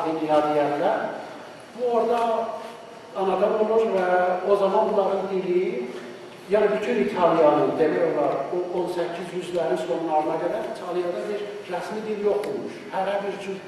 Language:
South Azerbaijani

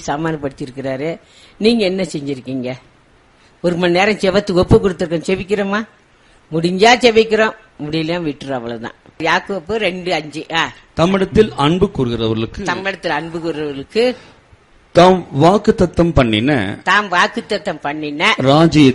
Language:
Tamil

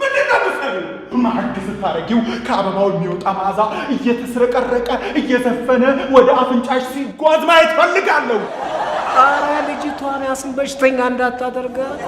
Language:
Amharic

